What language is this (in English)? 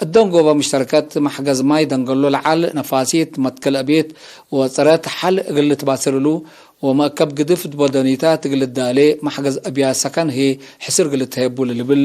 Tigre